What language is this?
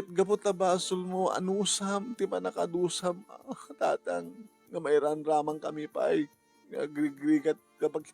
Iloko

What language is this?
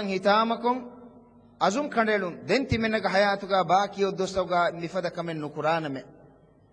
Divehi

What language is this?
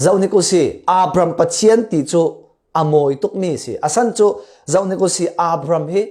Falam Chin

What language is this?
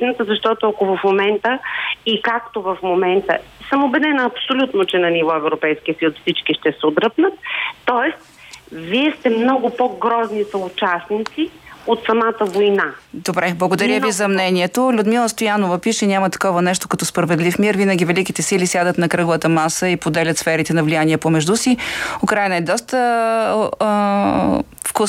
Bulgarian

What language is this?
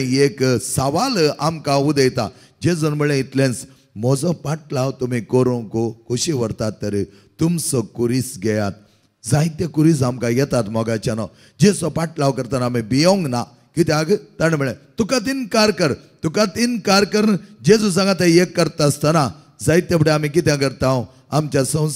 Konkani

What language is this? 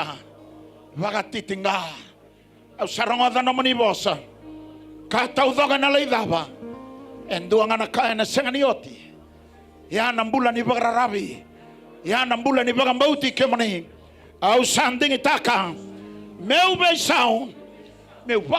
Fijian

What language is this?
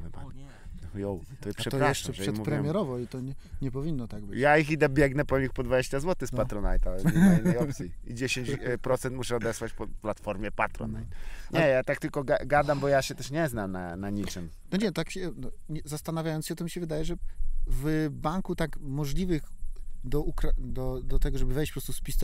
Polish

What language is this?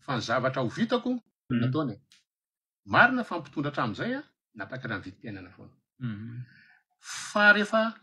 Malagasy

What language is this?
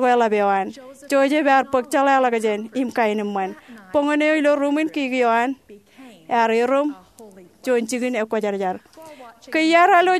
Marshallese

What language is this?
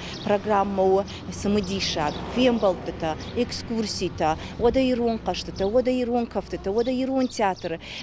Ossetic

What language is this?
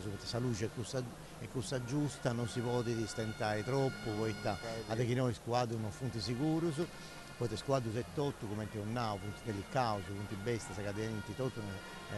Sardinian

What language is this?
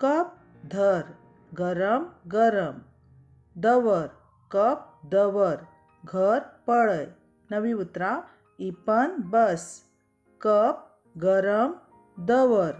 Konkani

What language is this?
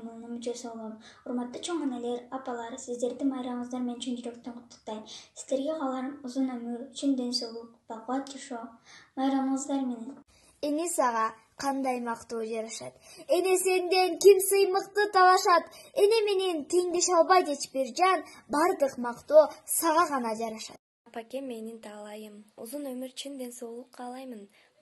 Kyrgyz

